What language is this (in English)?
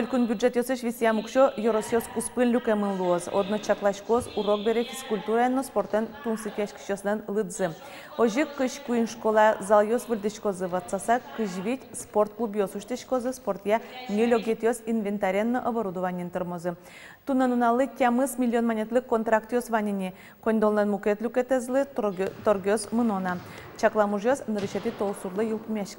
Udmurt